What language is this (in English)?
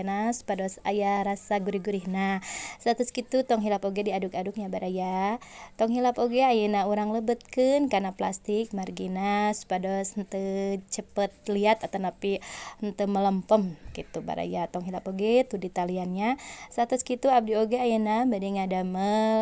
Sundanese